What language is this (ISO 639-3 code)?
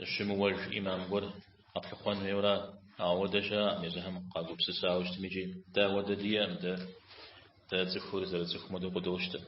kbd